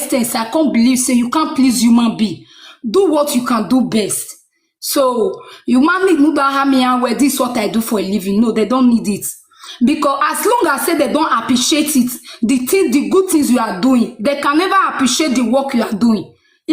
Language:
Nigerian Pidgin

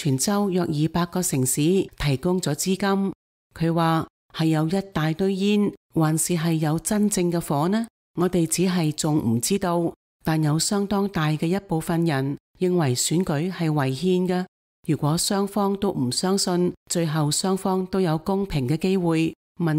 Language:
Cantonese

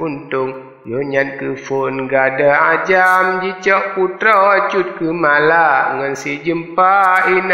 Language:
Achinese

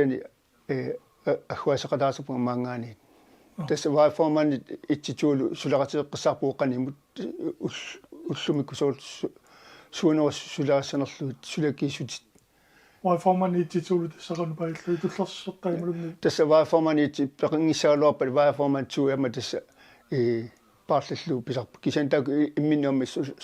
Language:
Kalaallisut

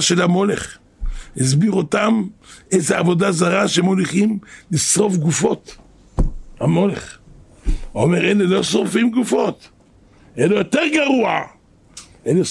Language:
Hebrew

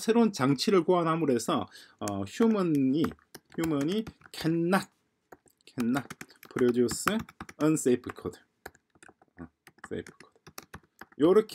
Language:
Korean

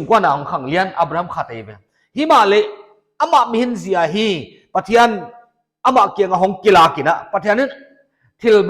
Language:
Paite Chin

